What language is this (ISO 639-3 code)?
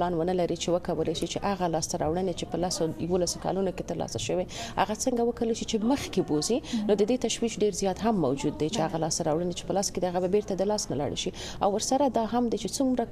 pus